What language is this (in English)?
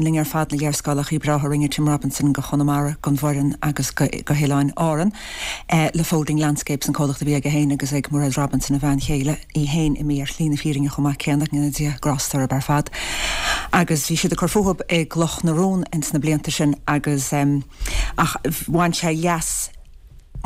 Irish